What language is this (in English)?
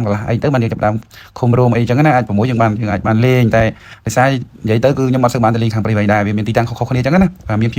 Khmer